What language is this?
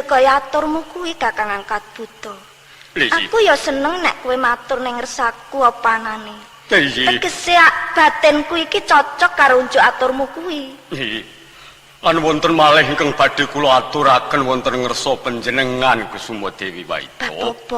Javanese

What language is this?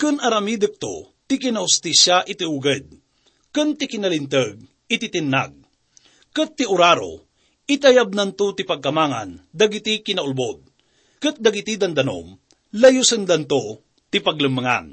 Iloko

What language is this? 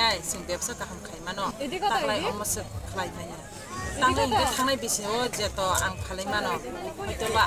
Kok Borok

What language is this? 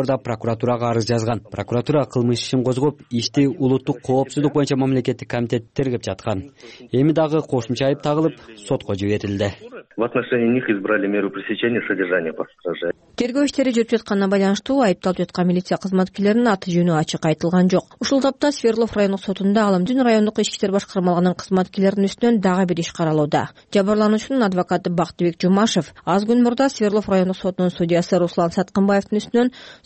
Kyrgyz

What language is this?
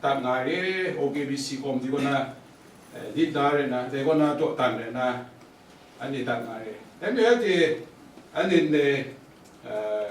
Kachin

